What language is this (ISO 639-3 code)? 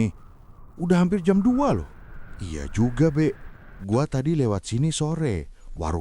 bew